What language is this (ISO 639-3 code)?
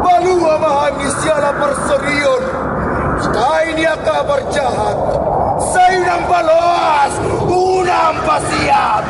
bbc